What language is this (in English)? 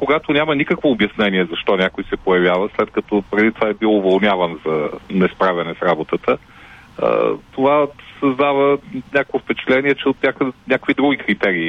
Bulgarian